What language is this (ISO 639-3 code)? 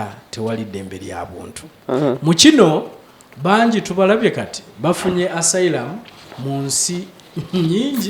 lug